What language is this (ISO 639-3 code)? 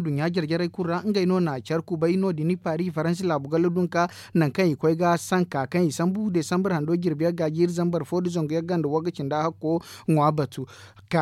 dje